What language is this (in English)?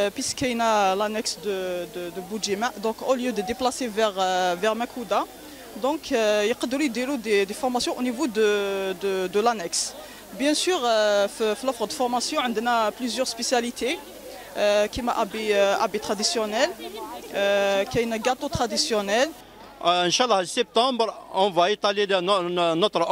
Kabyle